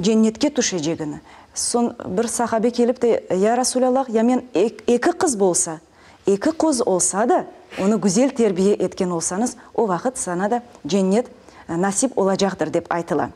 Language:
Crimean Tatar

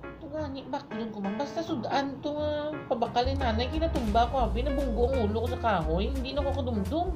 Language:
Hiligaynon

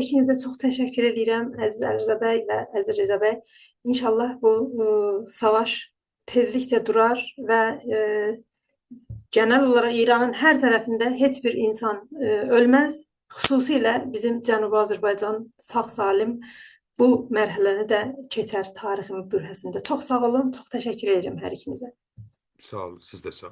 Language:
South Azerbaijani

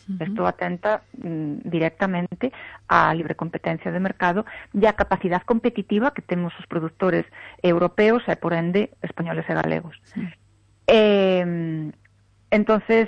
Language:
Galician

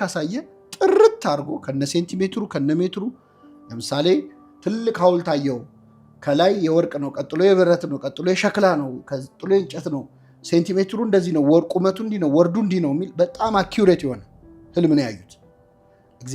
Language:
Amharic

